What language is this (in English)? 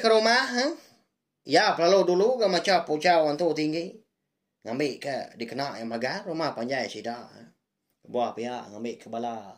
Iban